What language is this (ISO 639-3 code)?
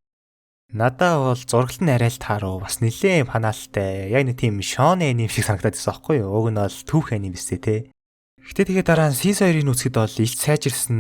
mon